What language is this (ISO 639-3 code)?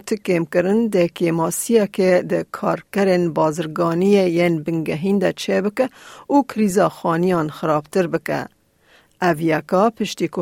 kur